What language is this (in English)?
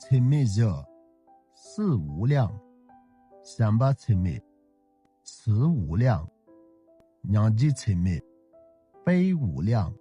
Tibetan